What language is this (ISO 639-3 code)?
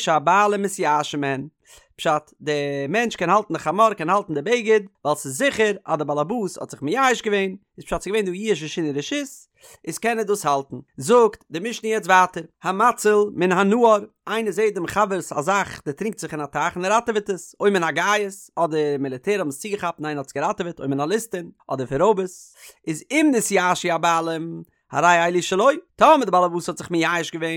yid